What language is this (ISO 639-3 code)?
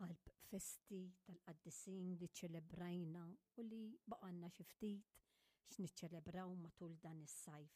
mlt